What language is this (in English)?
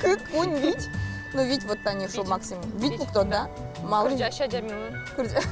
Udmurt